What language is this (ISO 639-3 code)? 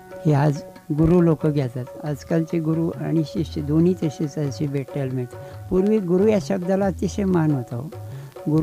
mar